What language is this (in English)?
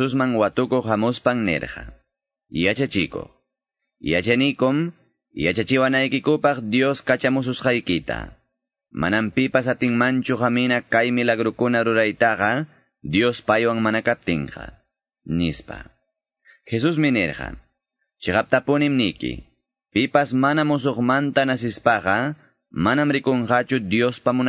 Quechua